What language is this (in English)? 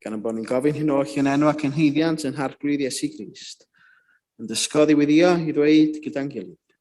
Welsh